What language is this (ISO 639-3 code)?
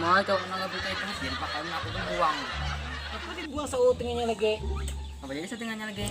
bjn